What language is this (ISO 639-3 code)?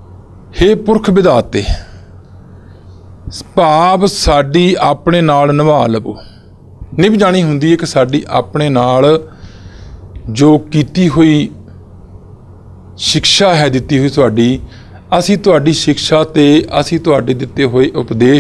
pan